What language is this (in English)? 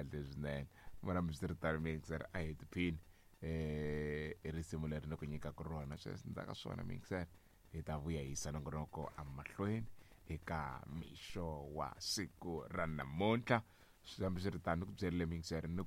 Tsonga